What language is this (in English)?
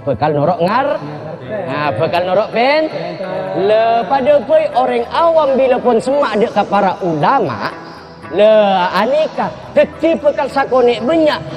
Madurese